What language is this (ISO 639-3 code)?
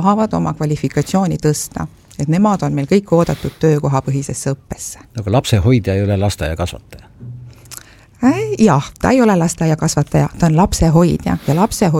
est